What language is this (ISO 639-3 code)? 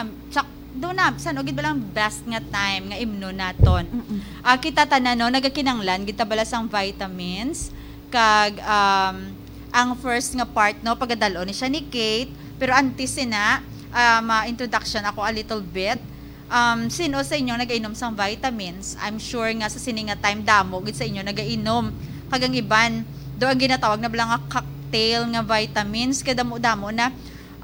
hil